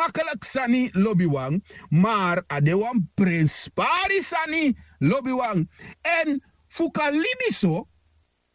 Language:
Sranan Tongo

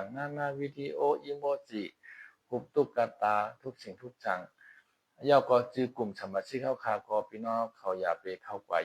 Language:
Shan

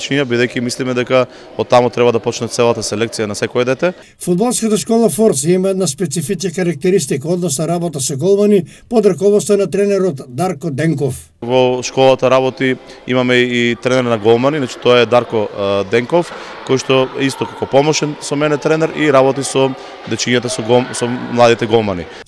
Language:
Macedonian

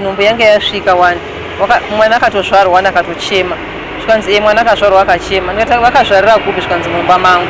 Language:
Shona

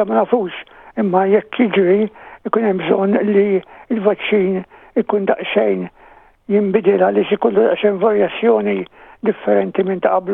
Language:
Maltese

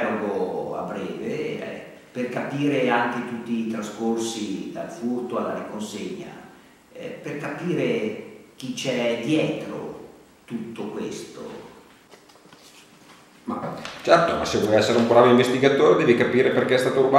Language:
Italian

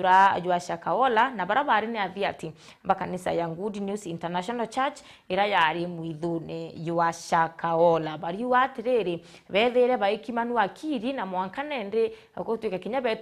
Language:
Meru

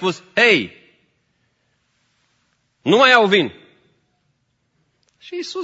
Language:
Romanian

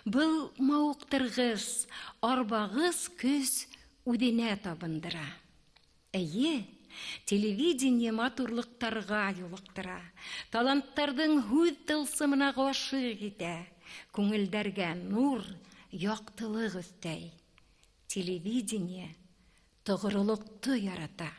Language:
Bashkir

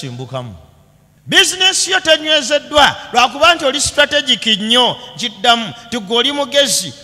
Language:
Ganda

